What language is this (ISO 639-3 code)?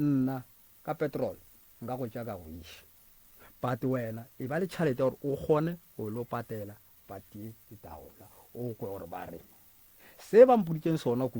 nso